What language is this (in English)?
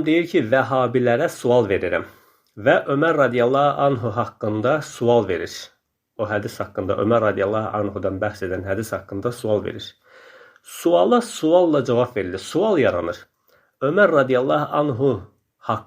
Azerbaijani